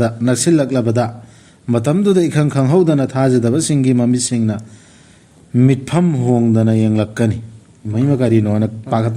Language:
Manipuri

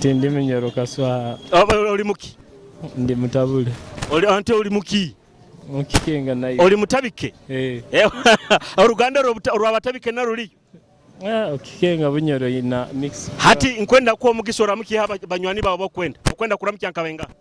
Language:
Nyoro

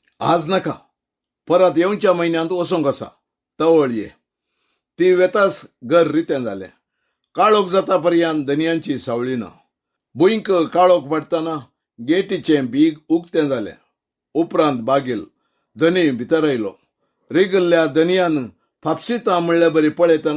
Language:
Konkani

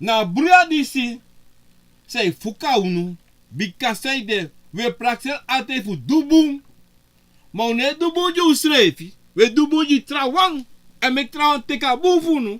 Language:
Sranan Tongo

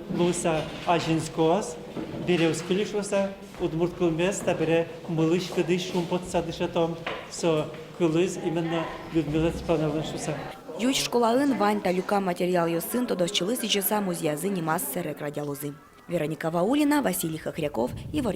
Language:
Udmurt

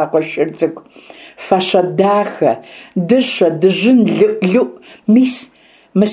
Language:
Kabardian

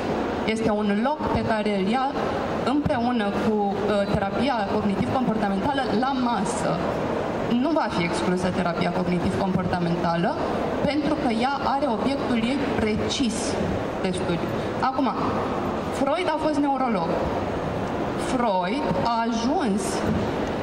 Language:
Romanian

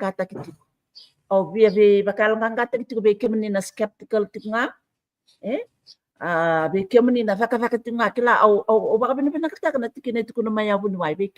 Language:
Fijian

